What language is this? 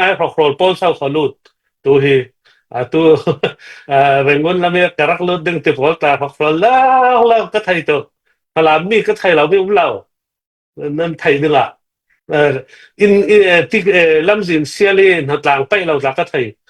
Falam Chin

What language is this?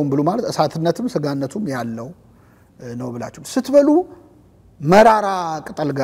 Amharic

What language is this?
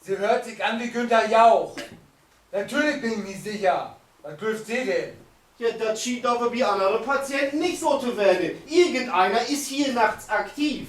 Low German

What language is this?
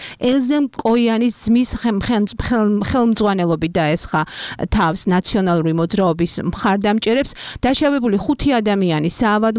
Georgian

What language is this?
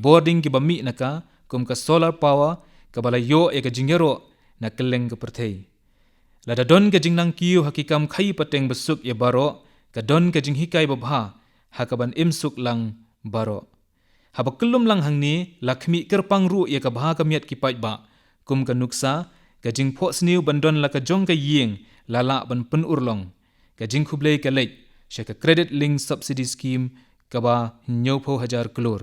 Khasi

